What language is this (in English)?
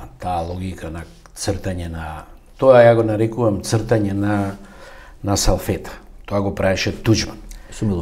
Macedonian